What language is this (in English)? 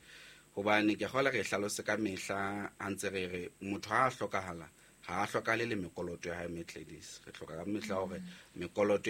Southern Sotho